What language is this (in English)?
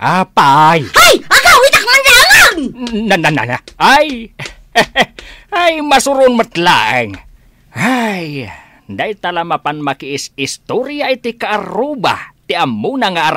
Iloko